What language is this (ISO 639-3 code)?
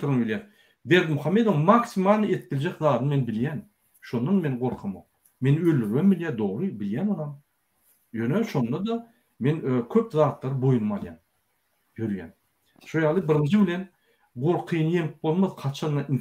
tuk